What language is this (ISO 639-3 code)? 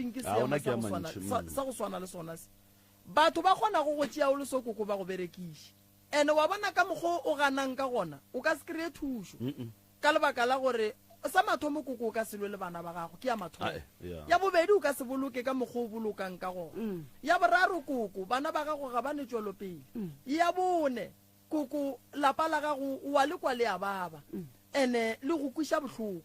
nso